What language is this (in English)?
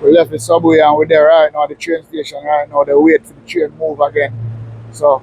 Jamaican Creole English